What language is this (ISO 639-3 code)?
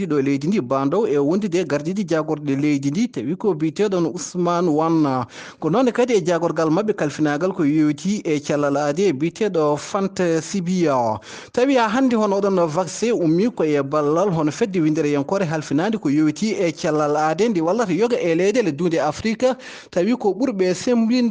ful